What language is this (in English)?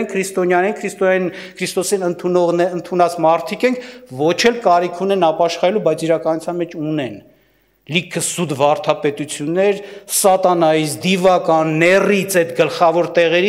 Armenian